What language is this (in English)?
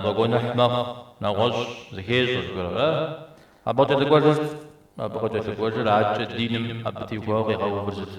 Kabardian